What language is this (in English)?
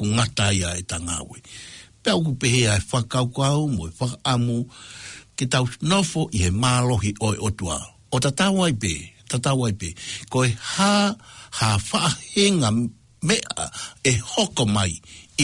Tongan